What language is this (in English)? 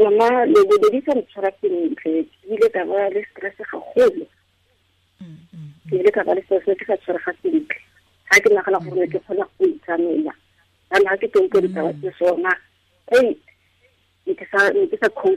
Tswana